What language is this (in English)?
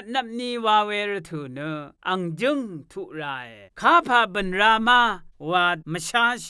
Rawang